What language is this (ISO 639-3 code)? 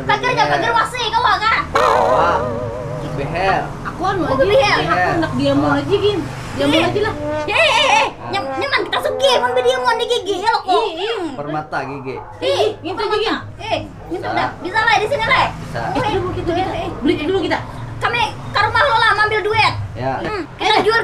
bjn